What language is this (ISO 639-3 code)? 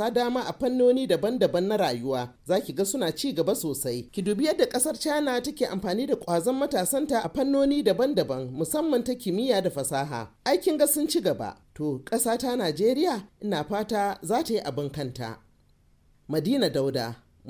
hau